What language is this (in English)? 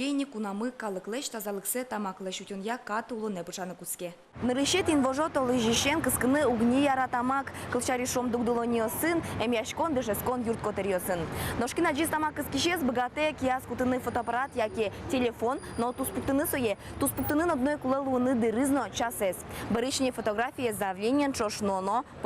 Udmurt